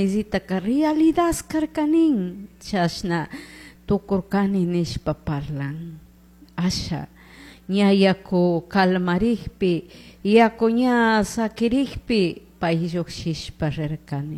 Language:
Chimborazo Highland Quichua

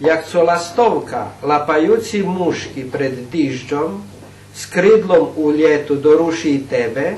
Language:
Rusyn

